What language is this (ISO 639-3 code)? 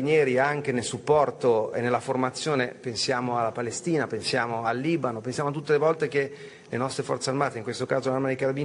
ita